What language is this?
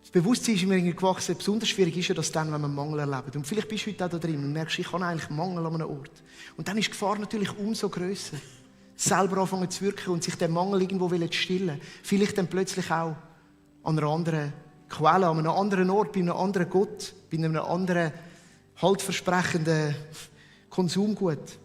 Swiss German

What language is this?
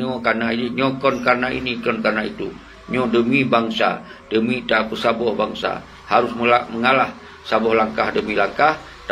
Achinese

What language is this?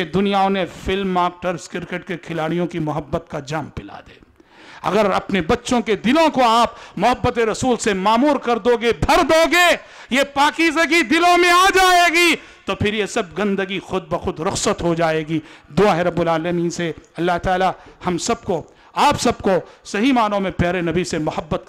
Urdu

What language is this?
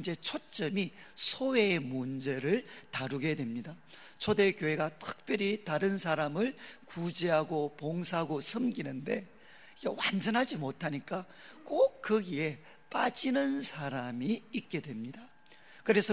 Korean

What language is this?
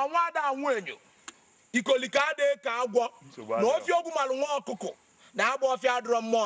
Igbo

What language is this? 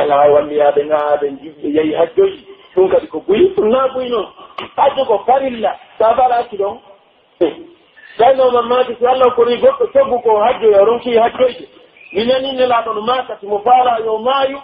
Pular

